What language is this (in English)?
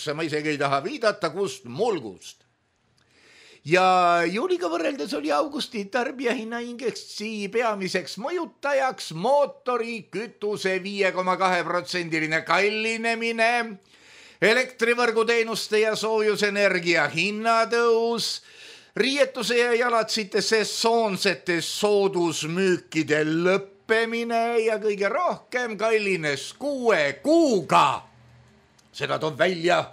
Estonian